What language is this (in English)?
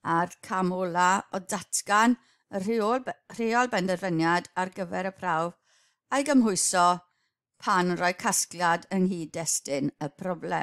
Welsh